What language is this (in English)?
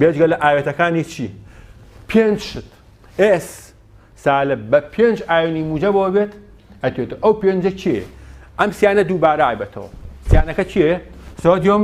Central Kurdish